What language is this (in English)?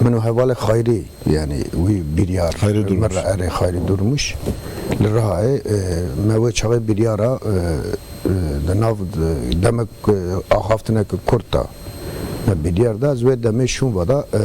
Kurdish